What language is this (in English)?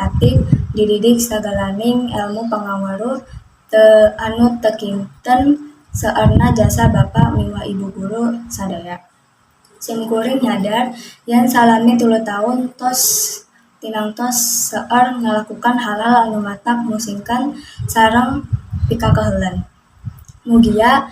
Sundanese